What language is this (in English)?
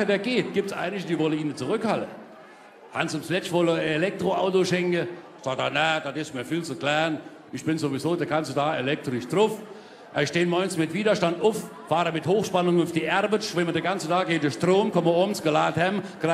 Palatine German